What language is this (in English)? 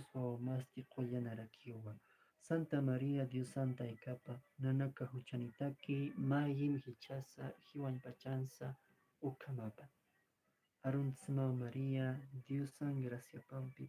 Aymara